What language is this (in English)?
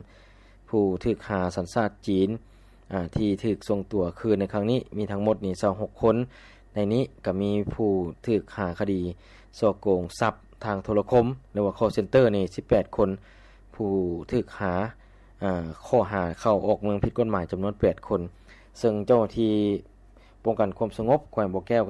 Lao